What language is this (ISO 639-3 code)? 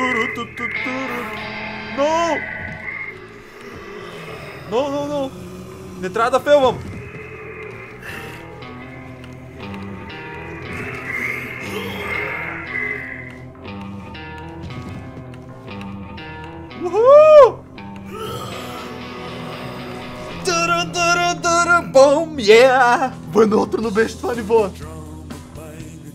bul